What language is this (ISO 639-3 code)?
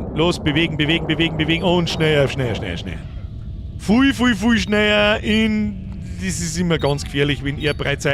bar